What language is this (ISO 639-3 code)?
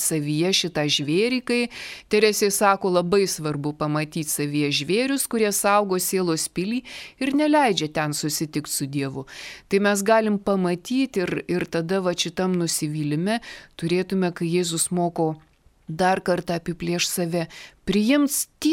lit